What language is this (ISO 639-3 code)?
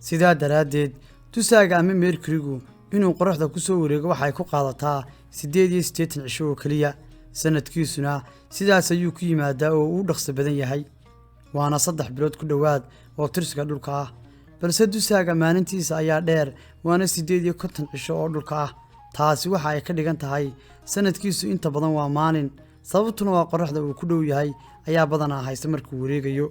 som